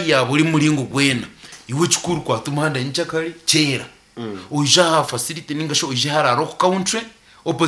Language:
Nyankole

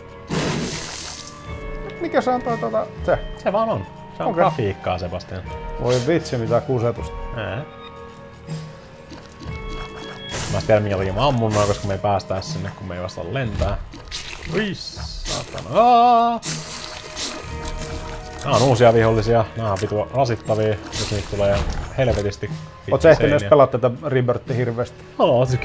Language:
Finnish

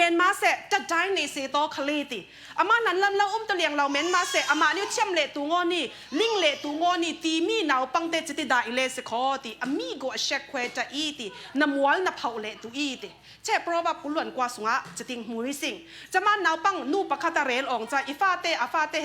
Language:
Falam Chin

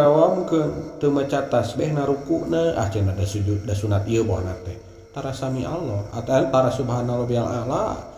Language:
Sundanese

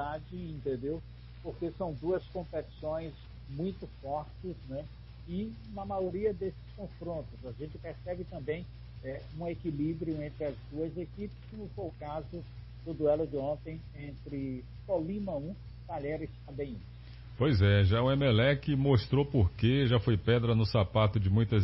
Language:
Portuguese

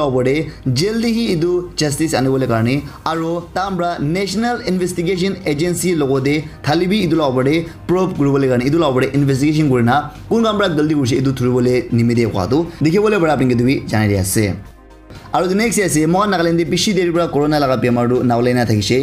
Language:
Naga Pidgin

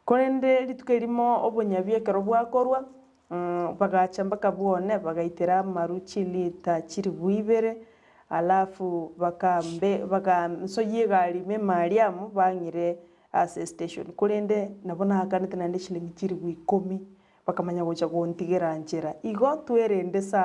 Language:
Gusii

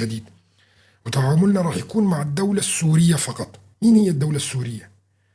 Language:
North Levantine Arabic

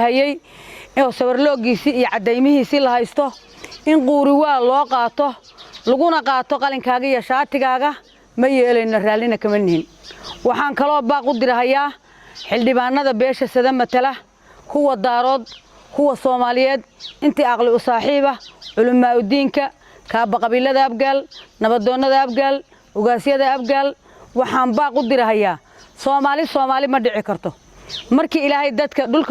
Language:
Somali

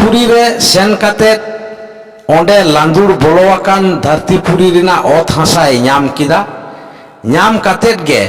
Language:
Santali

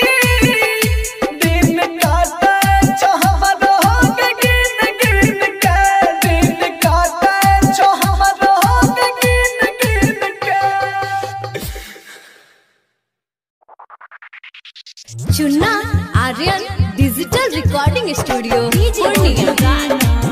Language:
Bhojpuri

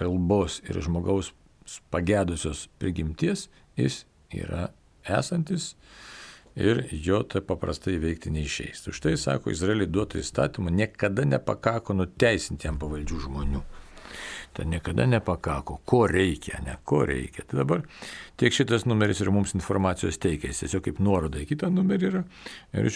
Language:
Lithuanian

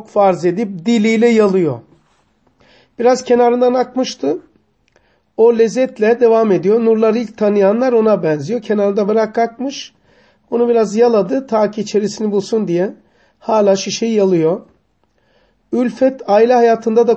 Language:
Turkish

